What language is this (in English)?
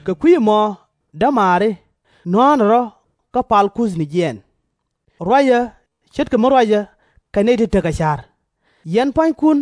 Nuer